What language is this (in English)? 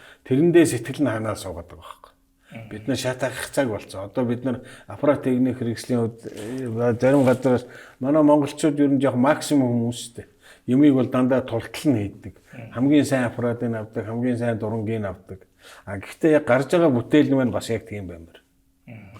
Mongolian